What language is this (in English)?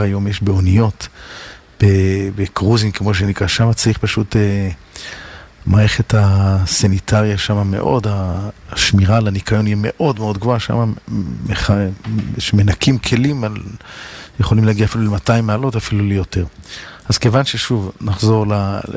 Hebrew